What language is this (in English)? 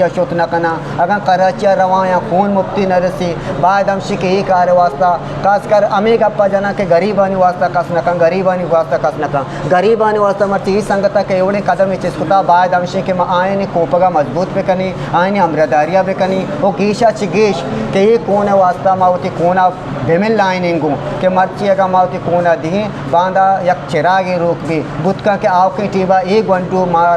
Eastern Balochi